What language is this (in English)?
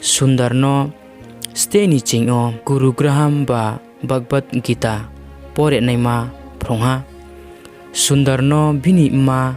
Riang (India)